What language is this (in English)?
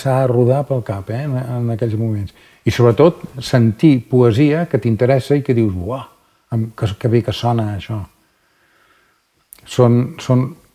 Catalan